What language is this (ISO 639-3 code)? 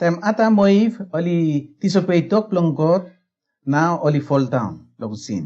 bis